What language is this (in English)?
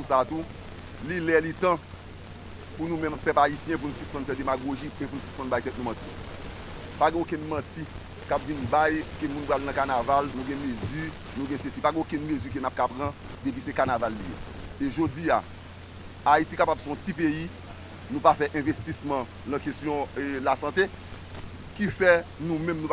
Haitian Creole